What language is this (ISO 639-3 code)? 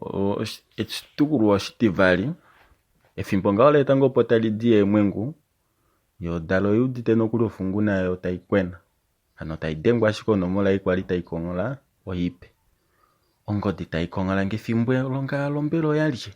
kua